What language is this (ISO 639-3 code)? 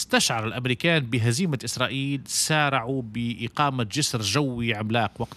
aeb